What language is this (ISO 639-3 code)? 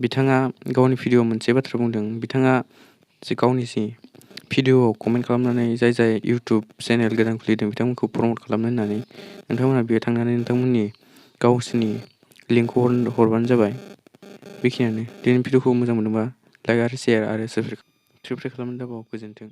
brx